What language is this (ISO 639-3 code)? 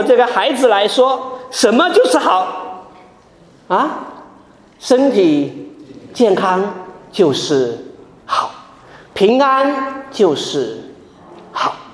zho